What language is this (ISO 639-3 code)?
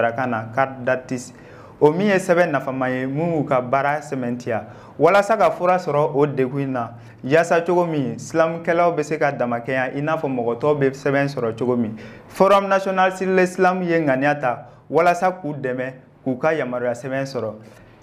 bam